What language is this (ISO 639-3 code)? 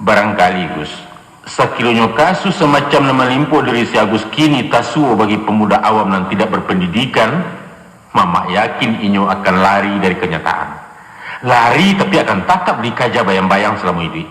min